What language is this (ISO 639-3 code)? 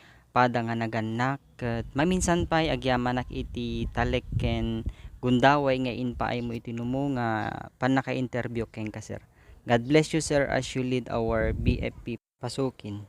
ilo